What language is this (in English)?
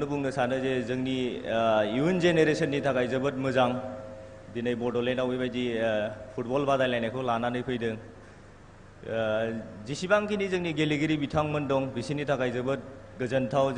Bodo